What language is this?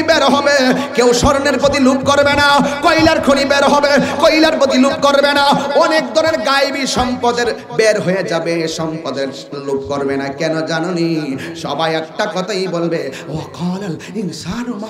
Bangla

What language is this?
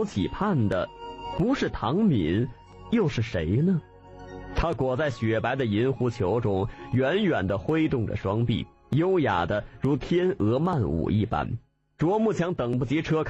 Chinese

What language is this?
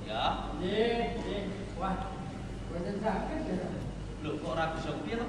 Javanese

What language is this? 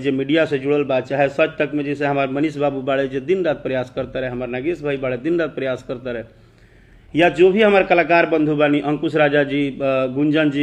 Bhojpuri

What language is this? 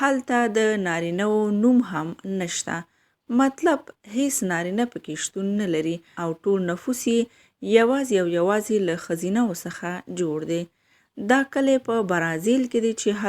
Pashto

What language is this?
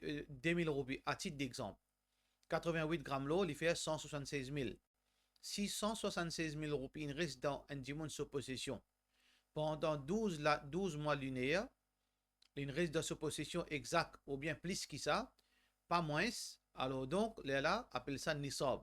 Morisyen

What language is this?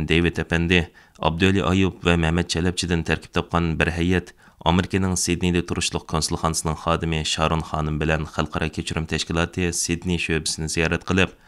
Uyghur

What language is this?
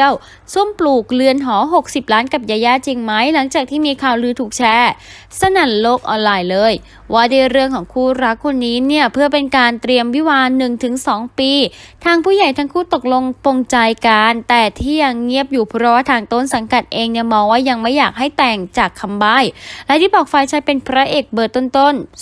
Thai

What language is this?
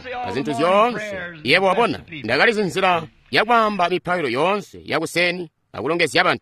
Tonga (Zambia)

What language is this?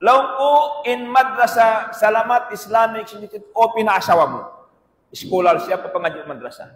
Tausug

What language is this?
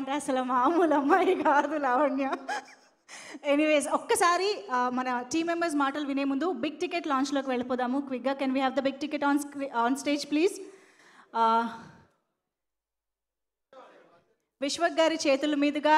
Telugu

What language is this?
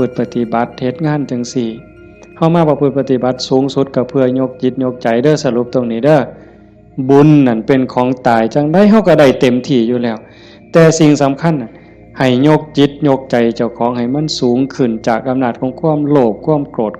Northeastern Thai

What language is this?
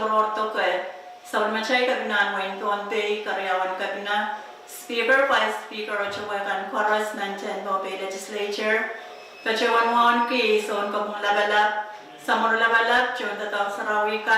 Pohnpeian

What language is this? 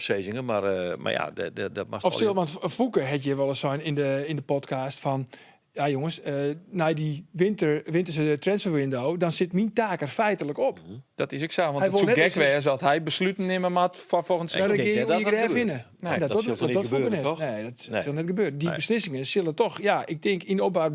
Western Frisian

